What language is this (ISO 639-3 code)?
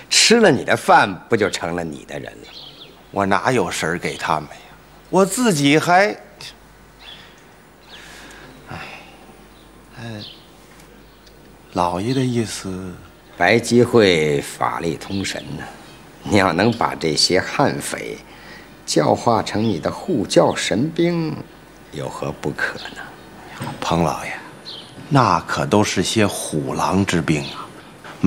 zho